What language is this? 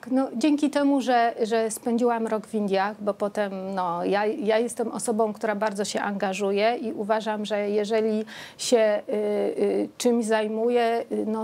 Polish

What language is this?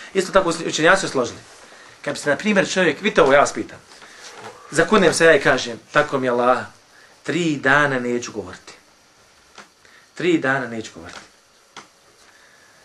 Bosnian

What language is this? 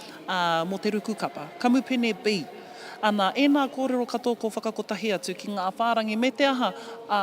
Māori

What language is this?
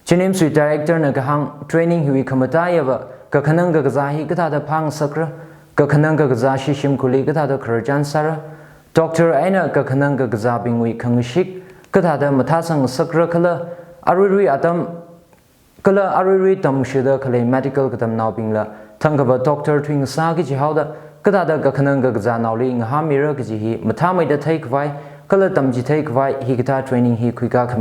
Tangkhul Naga (India)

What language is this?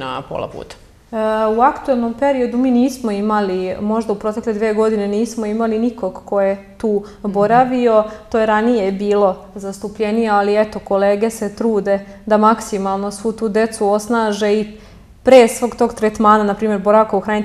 Serbian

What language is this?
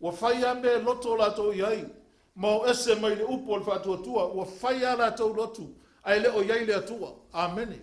Samoan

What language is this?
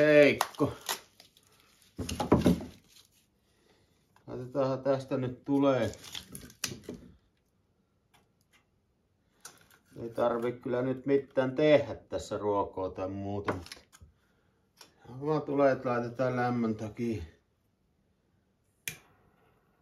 Finnish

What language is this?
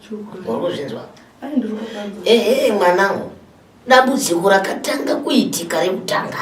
Shona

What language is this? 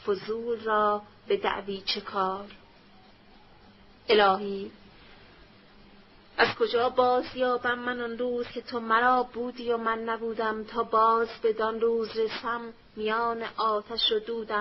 Persian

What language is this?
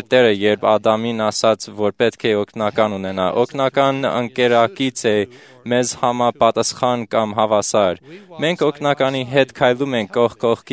Armenian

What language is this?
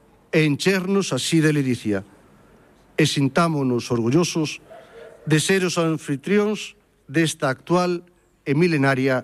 Galician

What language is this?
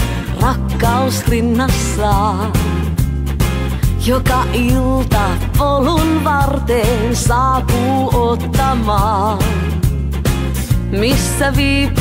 Finnish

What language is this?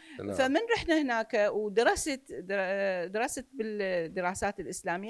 Mesopotamian Arabic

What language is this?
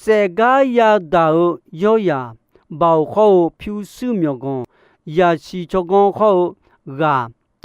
Akha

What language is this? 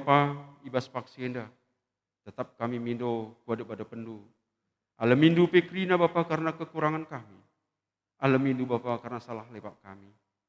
Batak Karo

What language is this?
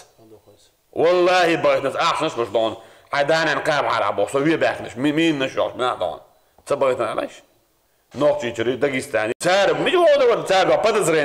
Chechen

